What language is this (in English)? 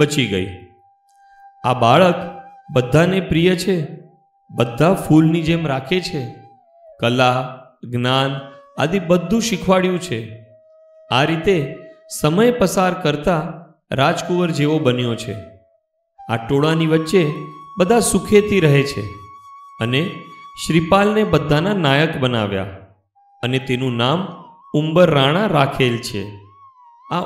Gujarati